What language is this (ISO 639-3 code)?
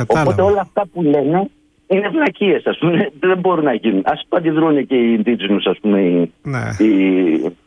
ell